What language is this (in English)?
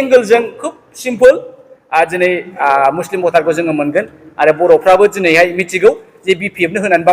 Bodo